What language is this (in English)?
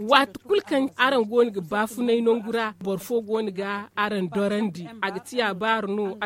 Zarma